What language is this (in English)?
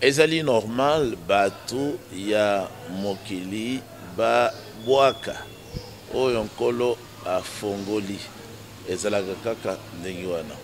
Lingala